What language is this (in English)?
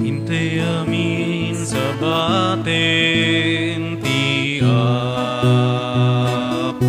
Iloko